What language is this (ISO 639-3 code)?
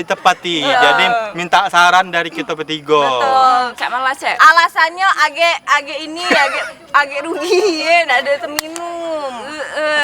mui